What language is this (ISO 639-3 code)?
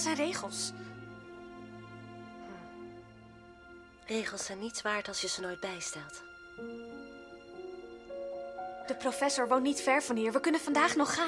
nld